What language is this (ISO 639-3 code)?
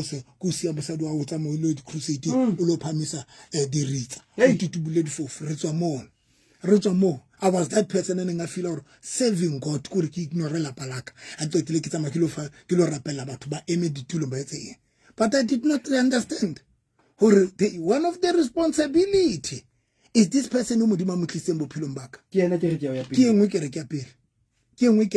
sot